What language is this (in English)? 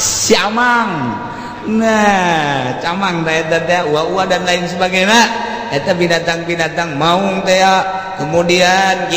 Sundanese